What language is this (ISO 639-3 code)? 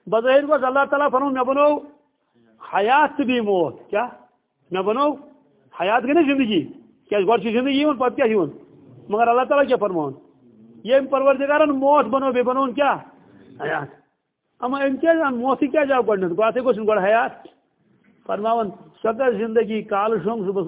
kas